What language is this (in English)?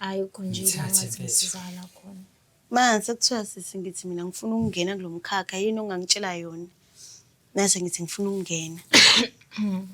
Zulu